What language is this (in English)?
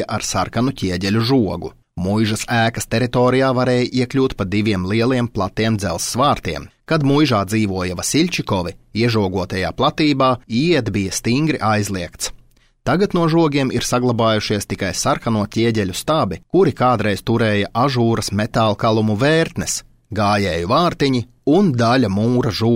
Latvian